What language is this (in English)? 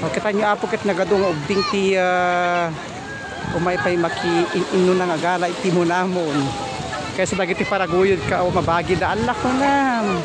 Iloko